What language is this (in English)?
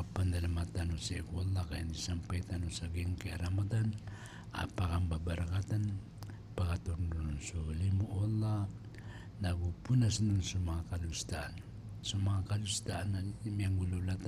Maranao